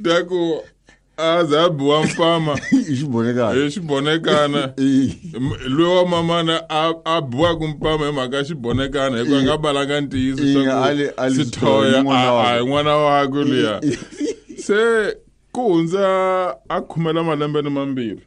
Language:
Tsonga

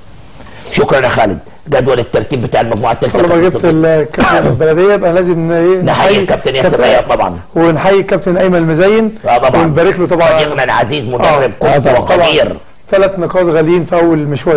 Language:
Egyptian Arabic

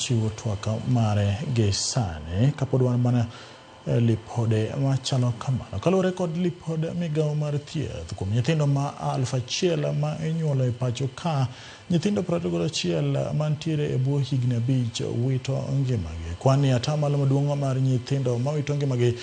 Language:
Luo (Kenya and Tanzania)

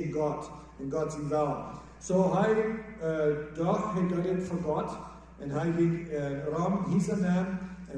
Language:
Plautdietsch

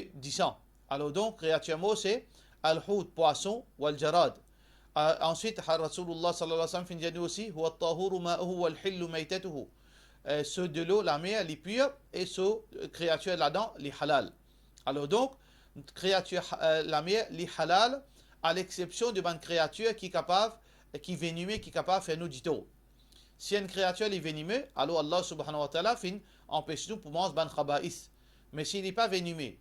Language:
Morisyen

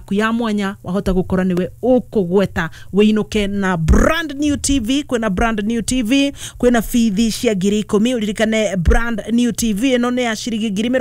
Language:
Kikuyu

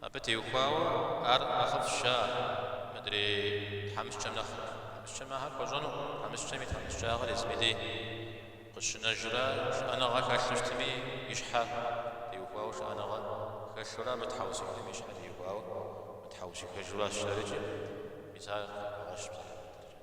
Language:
Kabardian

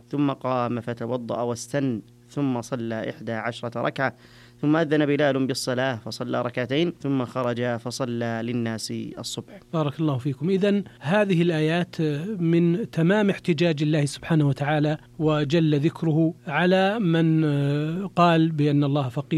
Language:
Arabic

